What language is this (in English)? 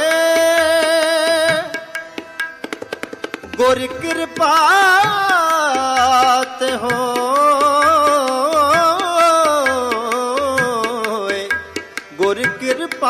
Punjabi